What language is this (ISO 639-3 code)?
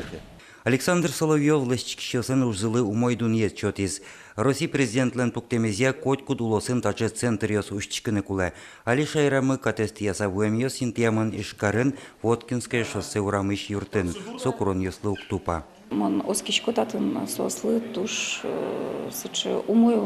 udm